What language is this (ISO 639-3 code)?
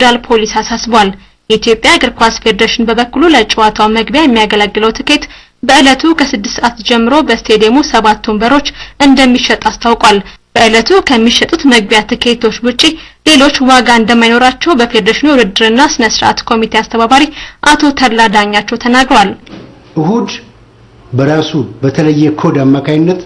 amh